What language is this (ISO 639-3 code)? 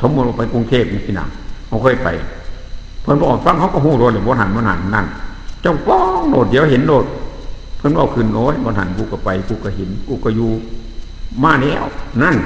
tts